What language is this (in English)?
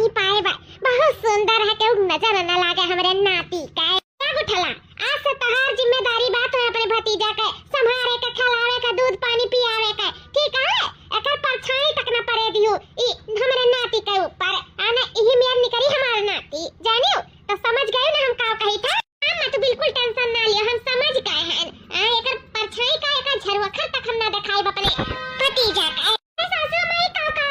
Awadhi